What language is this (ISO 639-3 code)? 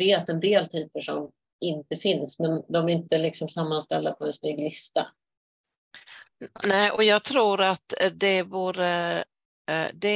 swe